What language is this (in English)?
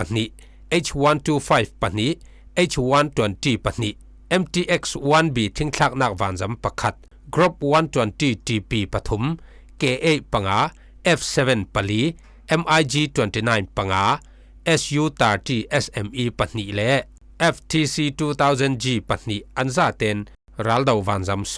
Falam Chin